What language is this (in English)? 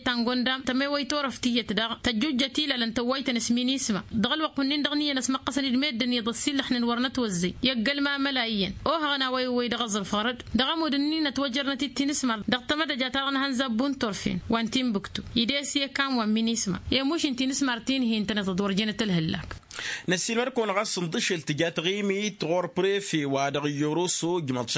Tamasheq